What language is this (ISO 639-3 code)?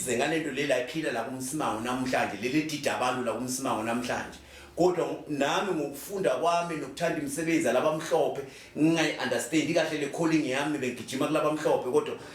zul